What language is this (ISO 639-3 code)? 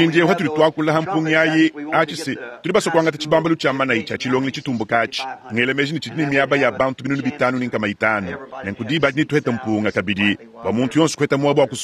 lua